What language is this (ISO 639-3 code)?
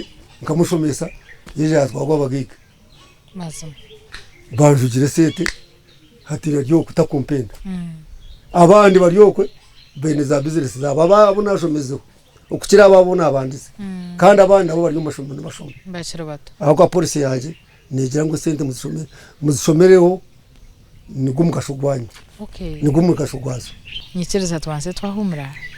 nyn